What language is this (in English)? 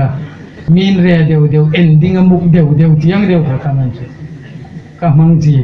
Hmar